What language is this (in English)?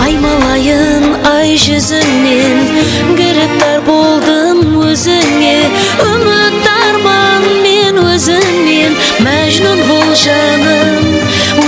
Kara-Kalpak